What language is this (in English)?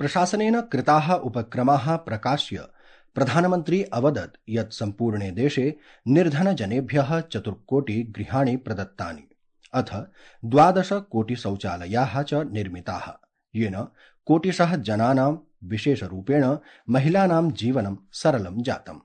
Sanskrit